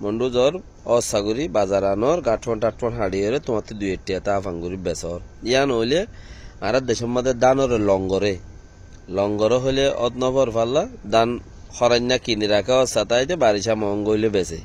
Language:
Rohingya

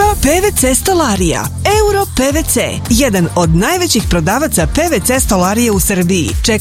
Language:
Serbian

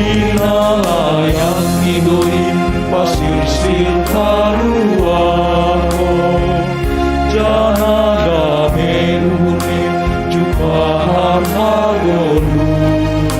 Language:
Batak Simalungun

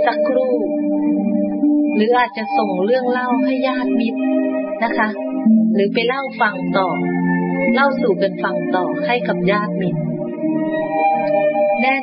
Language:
Thai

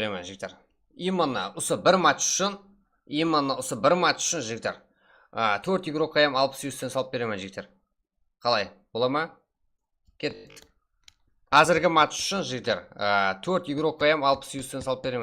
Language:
Kara-Kalpak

